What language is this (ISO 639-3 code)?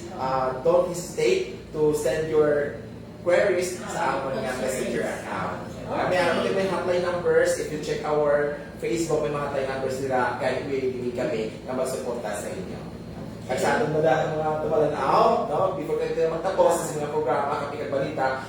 hil